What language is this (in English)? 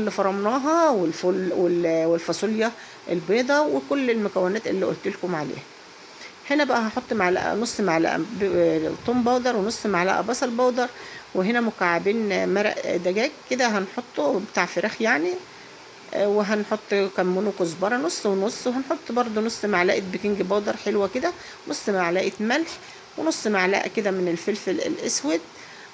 Egyptian Arabic